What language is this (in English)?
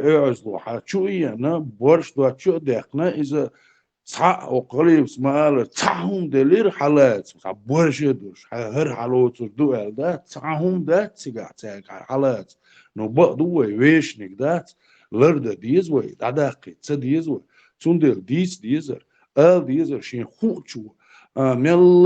Chechen